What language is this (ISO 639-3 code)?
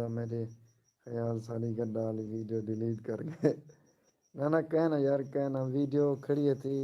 skr